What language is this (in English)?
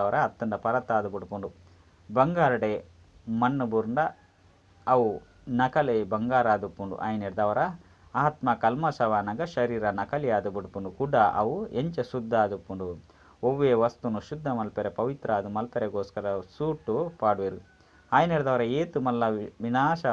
Tulu